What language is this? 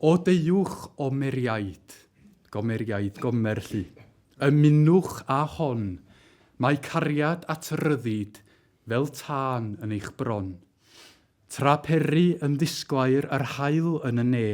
Welsh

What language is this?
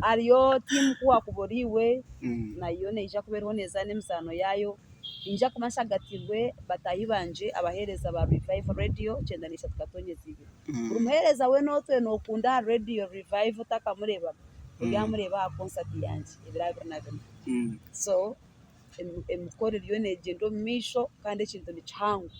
Nyankole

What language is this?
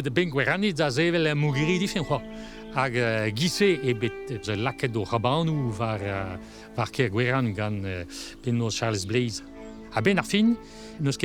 Breton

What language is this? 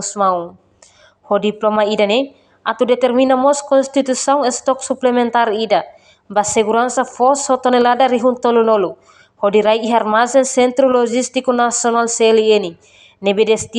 Tetum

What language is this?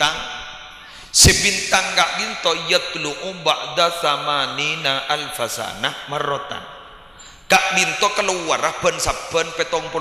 Madurese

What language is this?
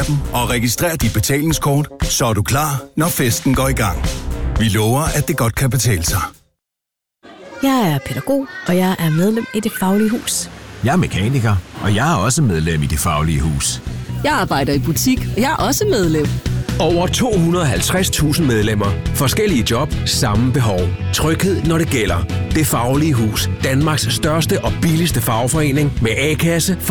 Danish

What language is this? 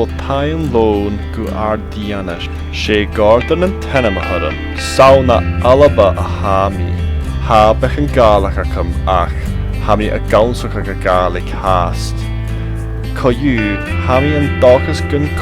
Scottish Gaelic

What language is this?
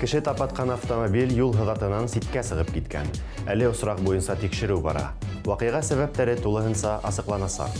Bashkir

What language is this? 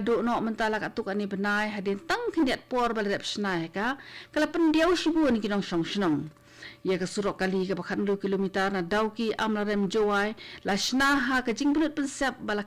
Khasi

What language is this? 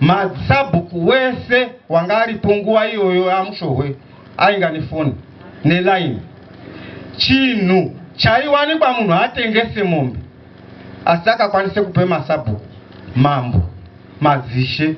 Shona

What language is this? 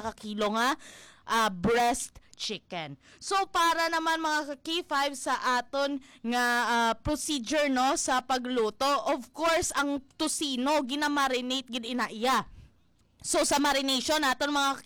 Hiligaynon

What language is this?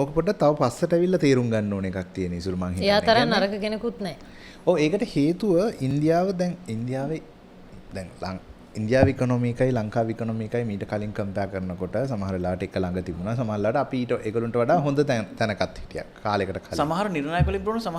Sinhala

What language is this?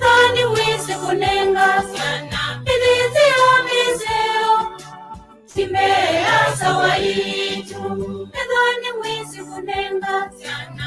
Masai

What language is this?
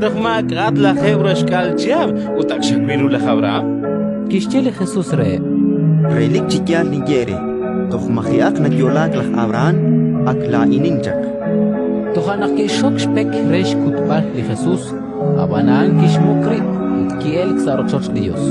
Kekchí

